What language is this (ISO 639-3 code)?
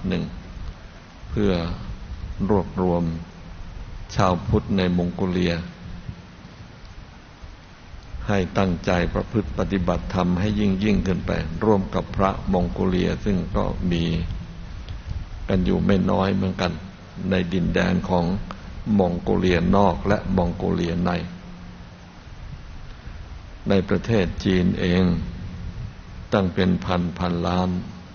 tha